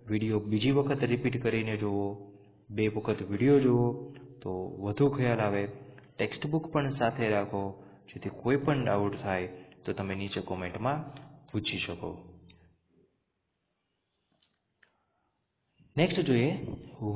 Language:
Gujarati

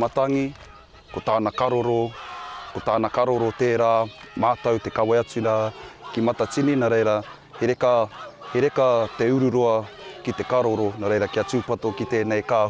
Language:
Māori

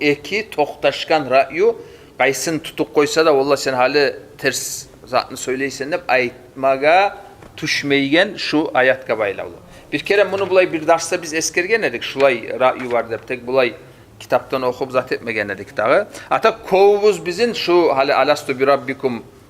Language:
Kumyk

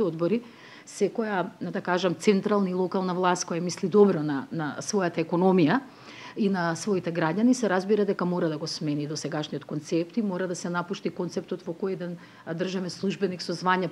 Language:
Macedonian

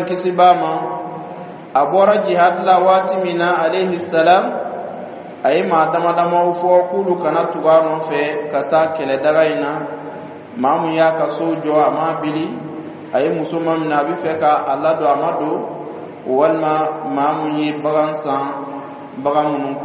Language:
Dyula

